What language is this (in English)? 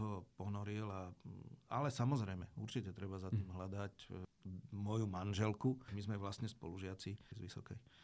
Slovak